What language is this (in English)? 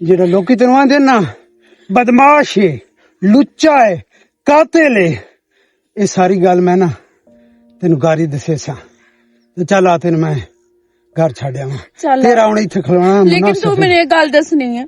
Western Panjabi